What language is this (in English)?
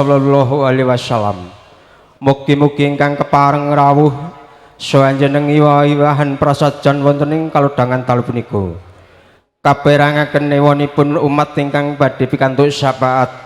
Javanese